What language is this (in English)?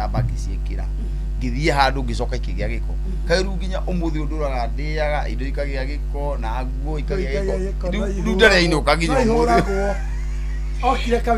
Kikuyu